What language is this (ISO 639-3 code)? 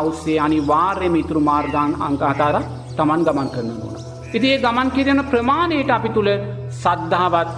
sin